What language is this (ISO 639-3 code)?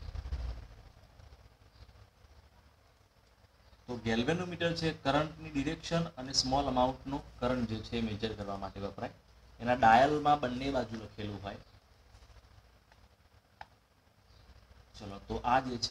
guj